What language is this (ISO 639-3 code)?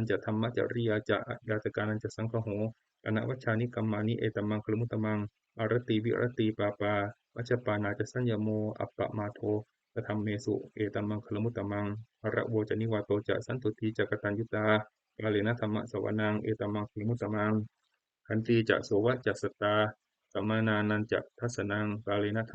pli